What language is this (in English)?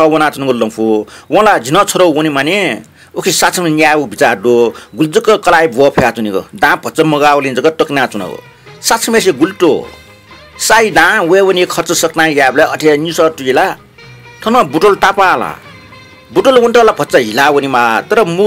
Newari